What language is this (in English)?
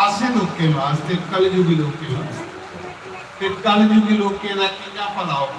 Dogri